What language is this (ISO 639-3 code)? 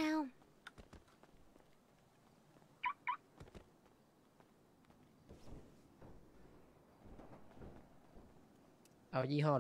tha